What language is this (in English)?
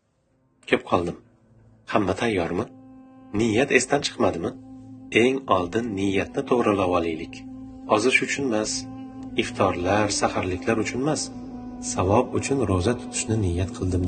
Uzbek